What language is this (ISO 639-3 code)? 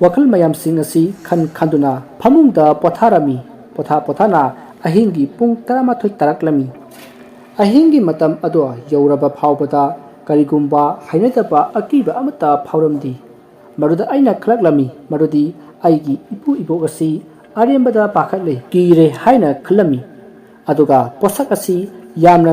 mni